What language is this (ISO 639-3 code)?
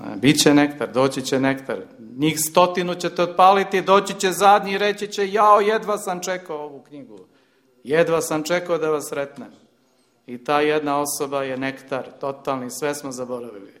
srp